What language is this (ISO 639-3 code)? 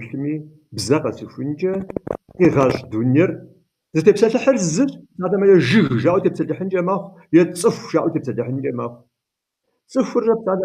kbd